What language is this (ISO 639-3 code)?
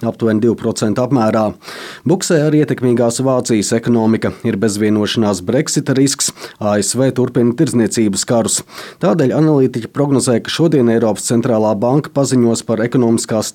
lav